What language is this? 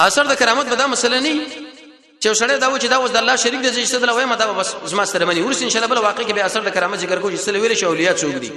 Pashto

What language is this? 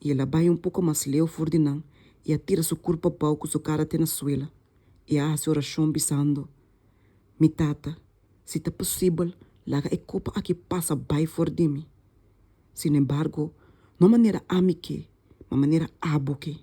Papiamento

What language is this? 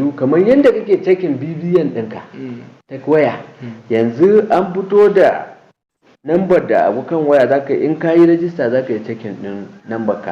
Hausa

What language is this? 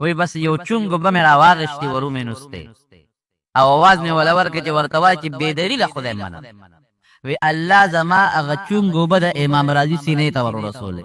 Pashto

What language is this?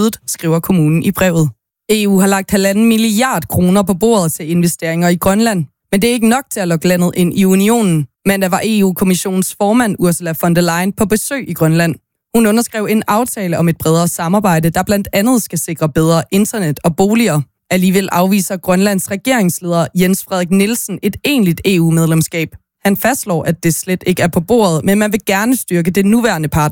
Danish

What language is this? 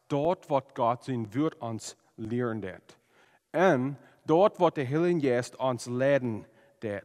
Plautdietsch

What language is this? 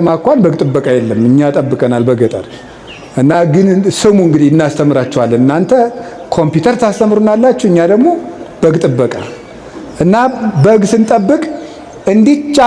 Amharic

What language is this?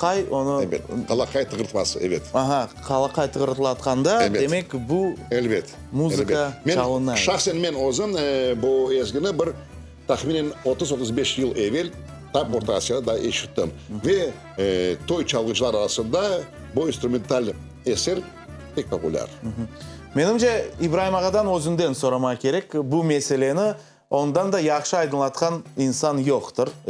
Crimean Tatar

